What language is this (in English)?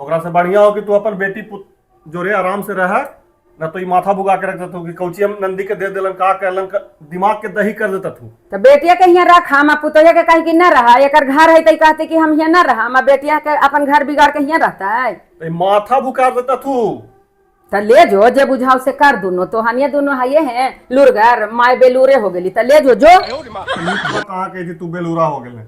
Magahi